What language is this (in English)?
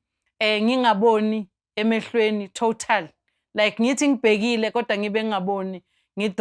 Zulu